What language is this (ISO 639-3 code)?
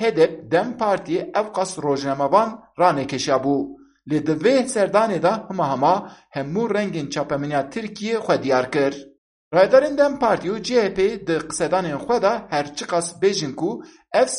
kur